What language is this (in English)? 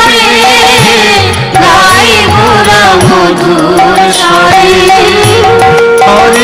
Bangla